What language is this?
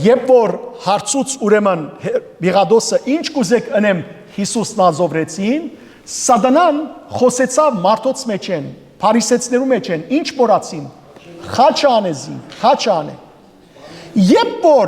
Western Armenian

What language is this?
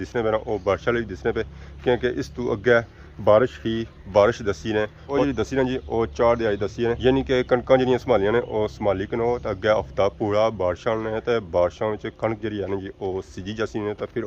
Pahari-Potwari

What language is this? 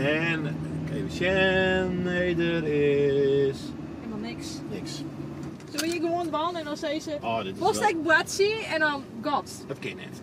Western Frisian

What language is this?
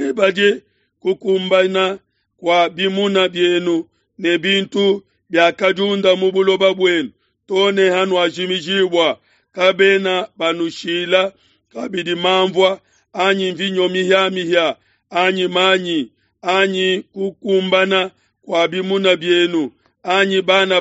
Luba-Lulua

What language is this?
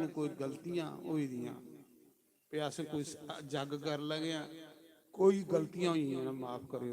Dogri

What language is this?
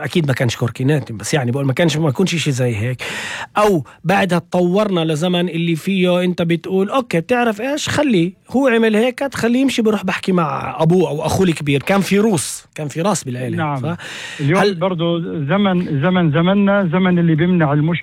North Levantine Arabic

